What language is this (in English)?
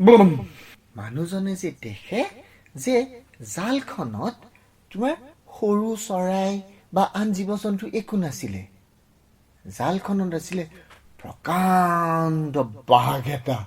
Assamese